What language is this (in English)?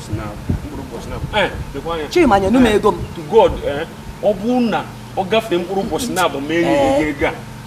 Igbo